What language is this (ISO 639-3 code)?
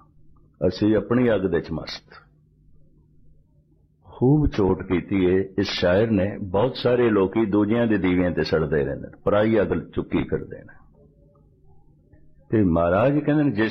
pan